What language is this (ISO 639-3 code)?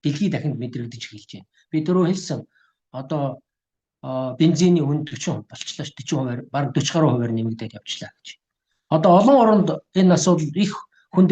mon